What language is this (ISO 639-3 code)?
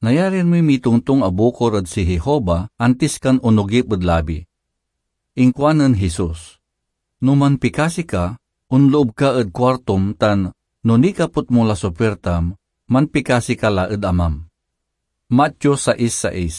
pag